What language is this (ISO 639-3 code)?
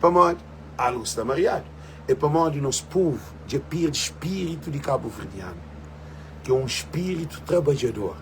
kea